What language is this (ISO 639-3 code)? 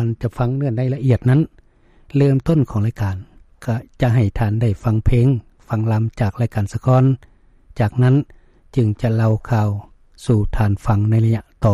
lao